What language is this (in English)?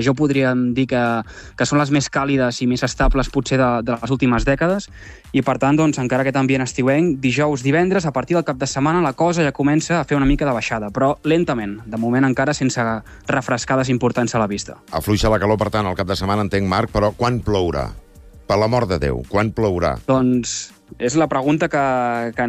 Catalan